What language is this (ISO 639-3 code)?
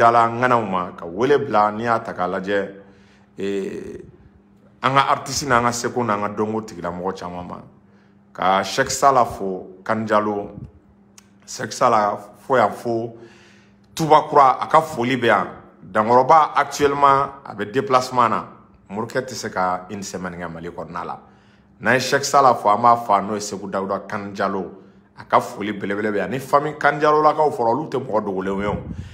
bam